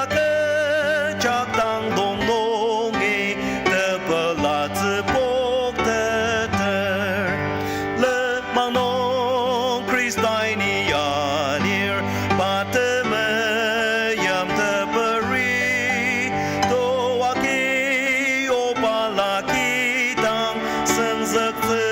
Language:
Ao Naga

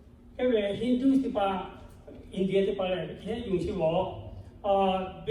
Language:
Lahu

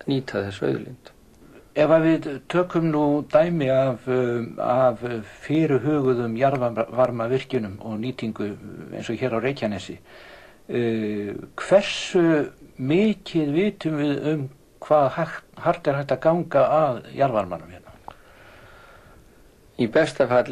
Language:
Icelandic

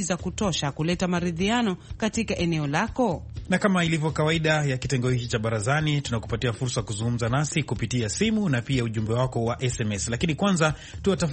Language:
Swahili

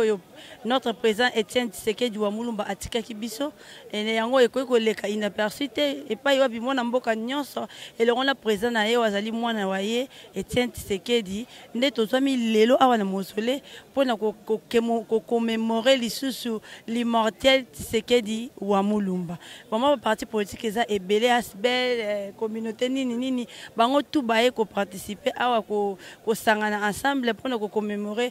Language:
Lingala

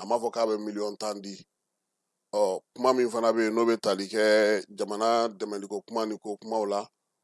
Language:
Bambara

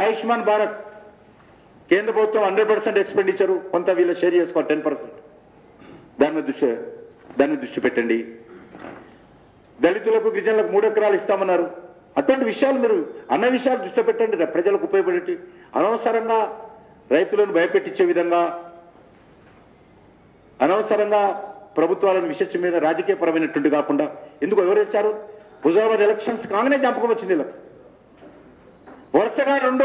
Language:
Telugu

